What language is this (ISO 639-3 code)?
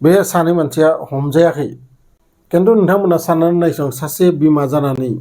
brx